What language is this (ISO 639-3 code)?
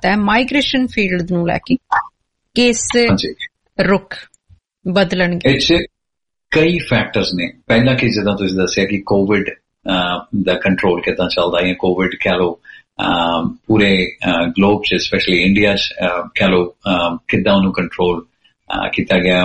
pan